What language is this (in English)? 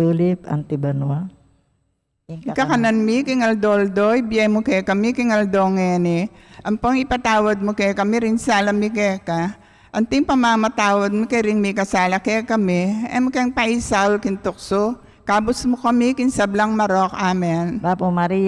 Pampanga